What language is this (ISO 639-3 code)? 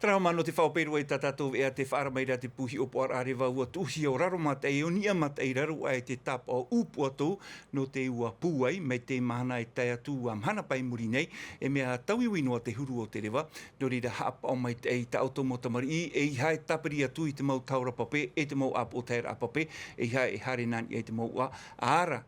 tah